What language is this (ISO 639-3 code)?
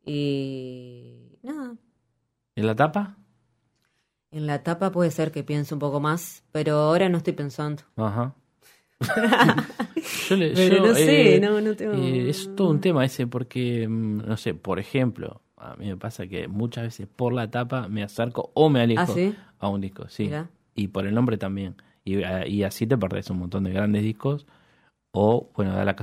spa